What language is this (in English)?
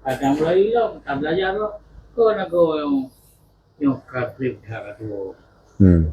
Achinese